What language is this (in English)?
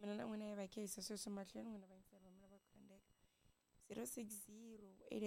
Tsonga